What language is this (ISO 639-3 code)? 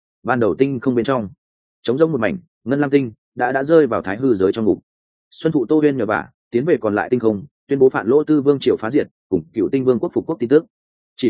vie